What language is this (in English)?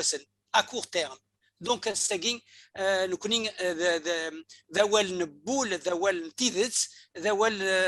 Kabyle